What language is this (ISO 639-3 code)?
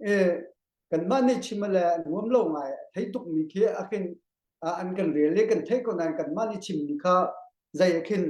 cnh